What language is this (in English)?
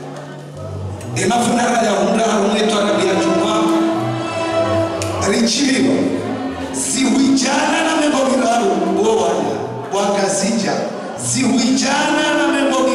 Swahili